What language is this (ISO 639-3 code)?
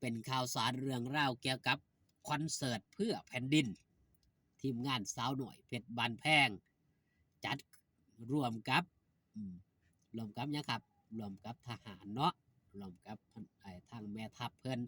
tts